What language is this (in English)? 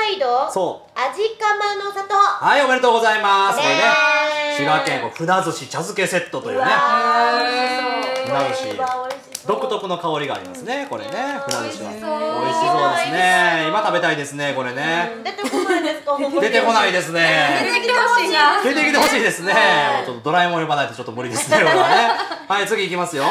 Japanese